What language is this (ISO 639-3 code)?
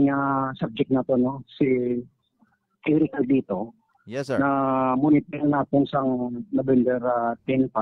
hil